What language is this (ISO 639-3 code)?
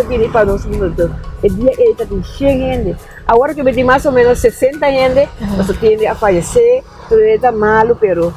pap